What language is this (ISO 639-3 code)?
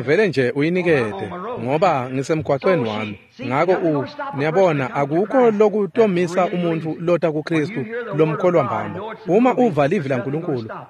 ssw